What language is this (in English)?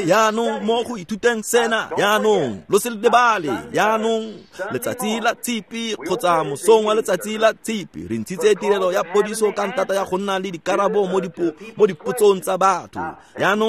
Tswana